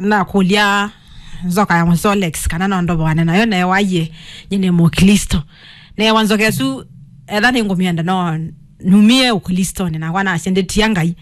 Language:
Kamba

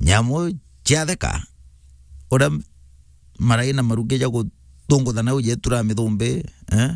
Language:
Meru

